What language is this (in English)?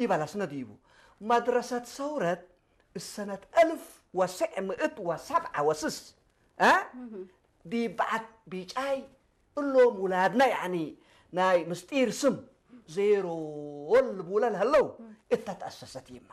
Tigre